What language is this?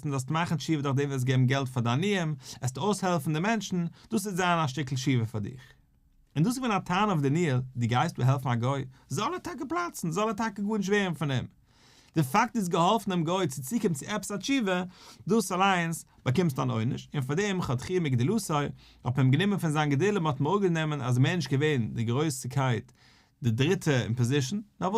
Yiddish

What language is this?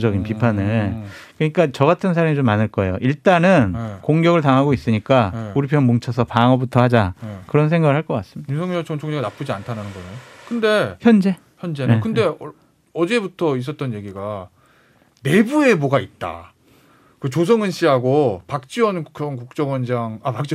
Korean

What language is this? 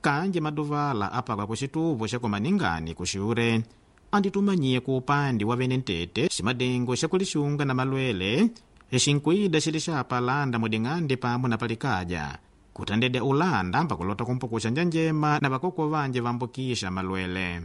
Makonde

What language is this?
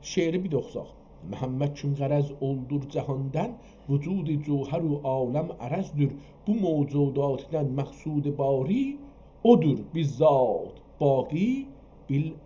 South Azerbaijani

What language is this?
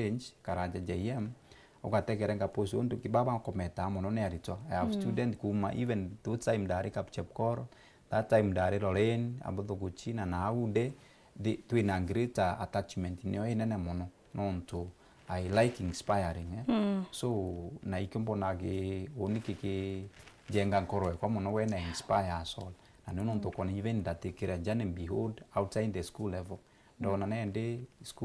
Meru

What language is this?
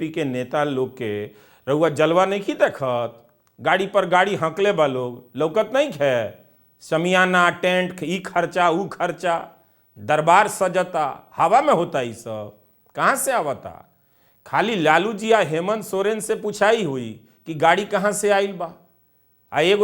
Bhojpuri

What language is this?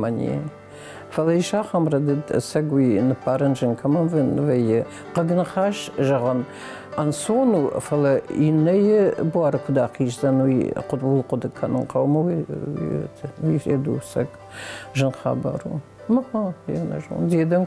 Ossetic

